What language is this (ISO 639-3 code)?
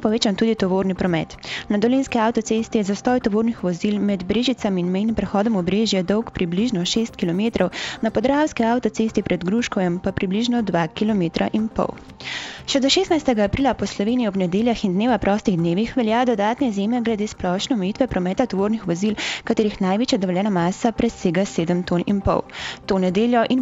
slv